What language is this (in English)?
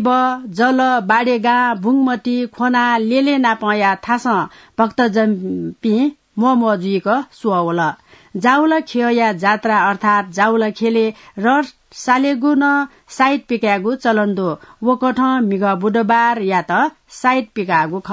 Newari